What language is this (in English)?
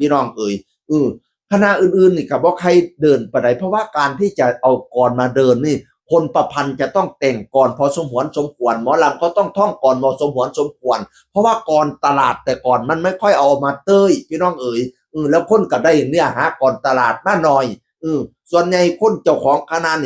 Northeastern Thai